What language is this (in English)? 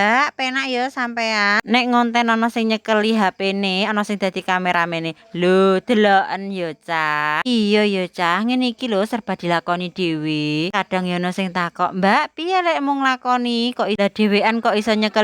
Javanese